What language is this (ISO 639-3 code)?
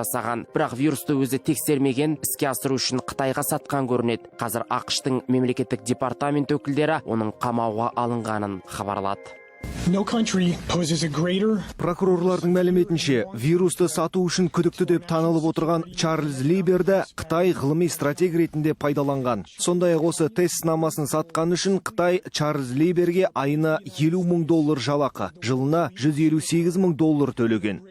kaz